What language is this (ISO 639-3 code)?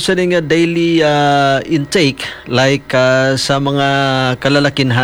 hil